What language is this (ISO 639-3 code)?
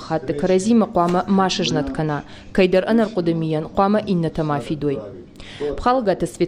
oss